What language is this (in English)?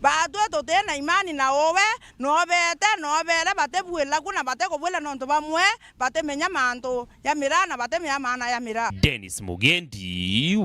Meru